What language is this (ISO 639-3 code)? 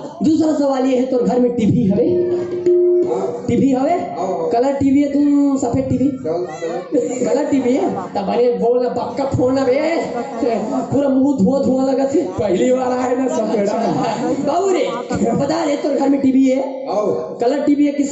hne